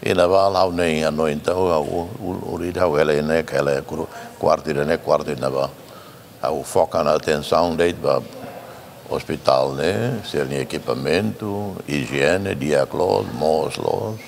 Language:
Tetum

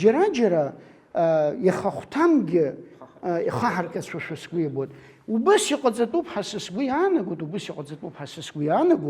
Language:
Abkhazian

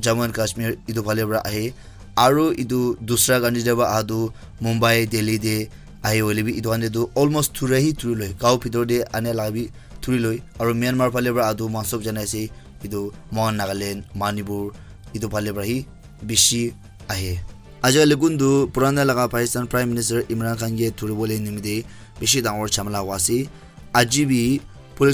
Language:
Naga Pidgin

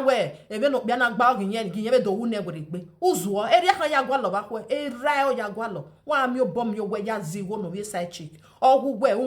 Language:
Nigerian Pidgin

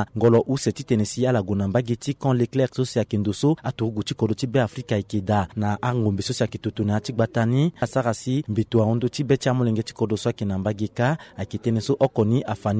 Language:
Sango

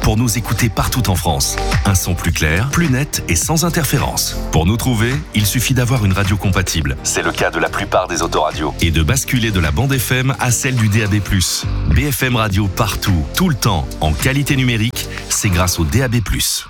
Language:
French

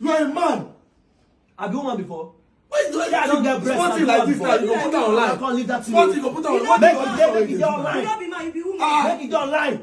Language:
Nigerian Pidgin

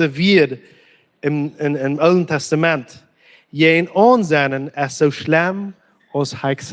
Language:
Plautdietsch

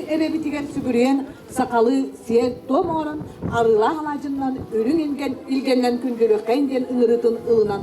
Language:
Yakut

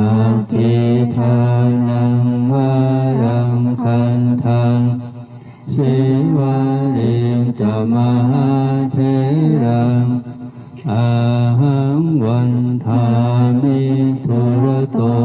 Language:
Pali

